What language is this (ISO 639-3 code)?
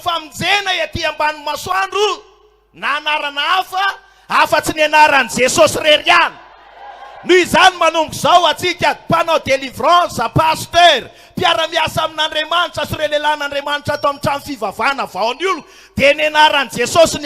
mlg